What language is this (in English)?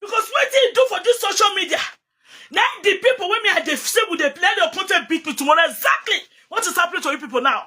Nigerian Pidgin